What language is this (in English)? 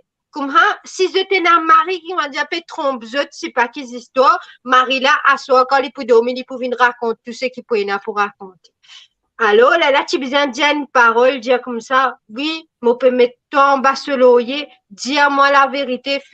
Morisyen